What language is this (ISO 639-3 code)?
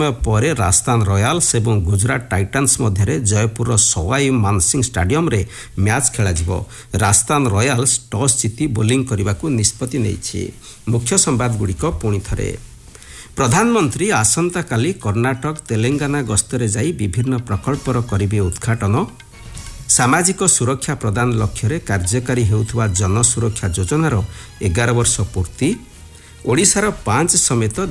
ori